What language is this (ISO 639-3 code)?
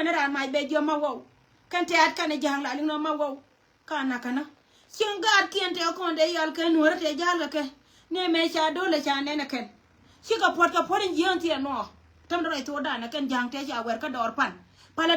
nus